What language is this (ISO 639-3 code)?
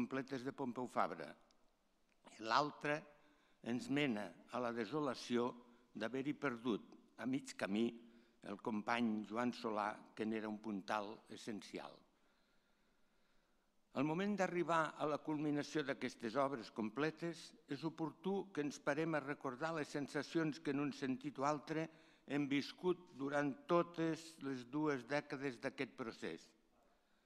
cat